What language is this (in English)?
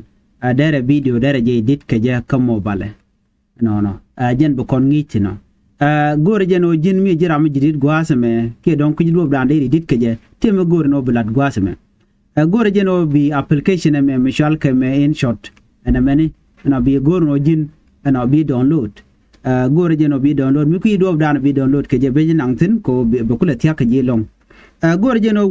Nuer